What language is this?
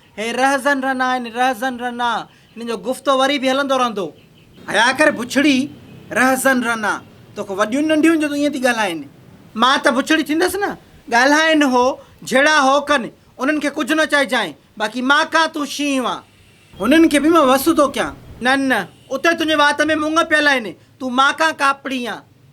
Sindhi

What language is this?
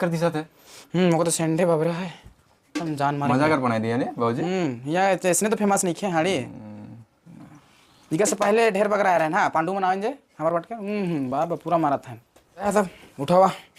Sadri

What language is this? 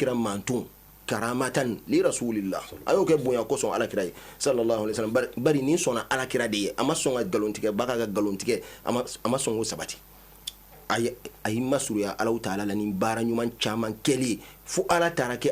Bambara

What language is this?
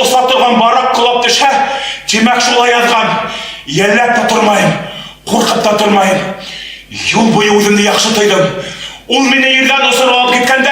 Bashkir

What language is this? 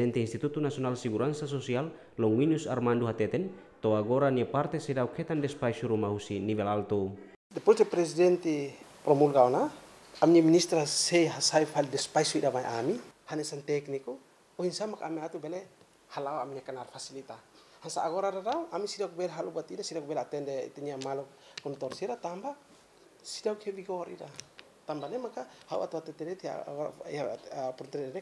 Tetum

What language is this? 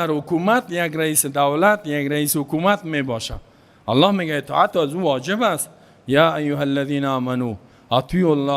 Persian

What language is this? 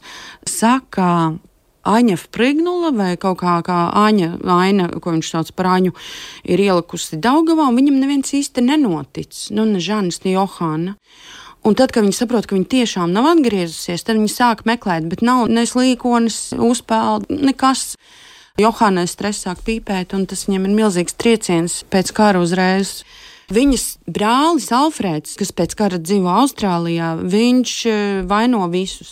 Latvian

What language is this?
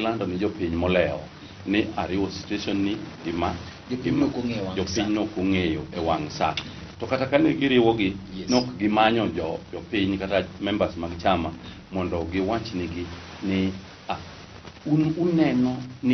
Luo (Kenya and Tanzania)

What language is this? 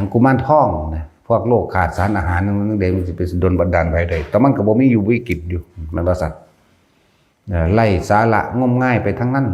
Lao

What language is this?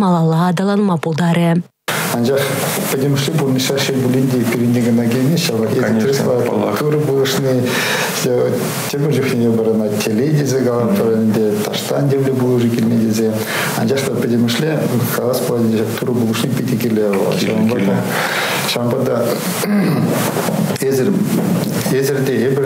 Chuvash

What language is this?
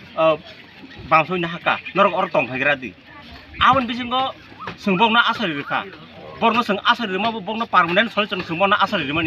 Kok Borok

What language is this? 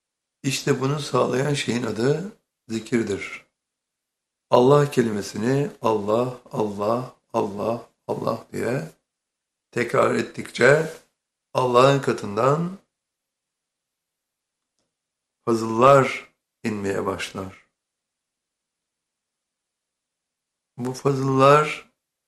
Turkish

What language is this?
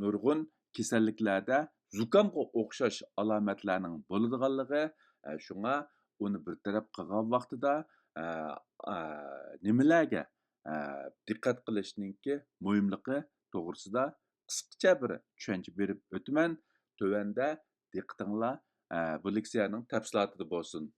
Uyghur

